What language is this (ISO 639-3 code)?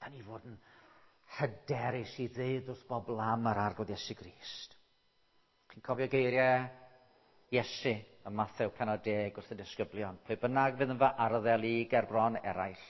cym